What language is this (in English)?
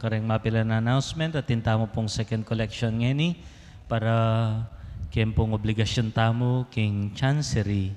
Pampanga